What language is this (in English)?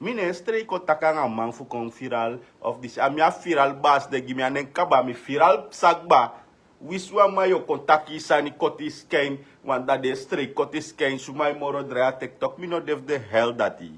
Sranan Tongo